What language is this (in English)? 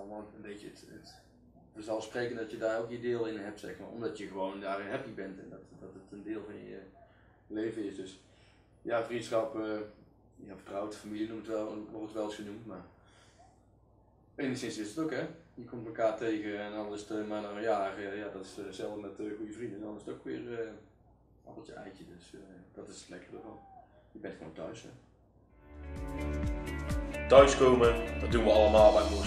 Dutch